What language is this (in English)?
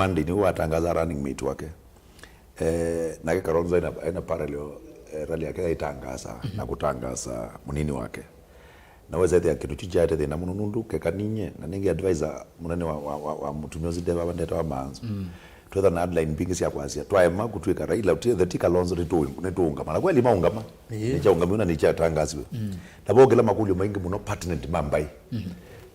Kamba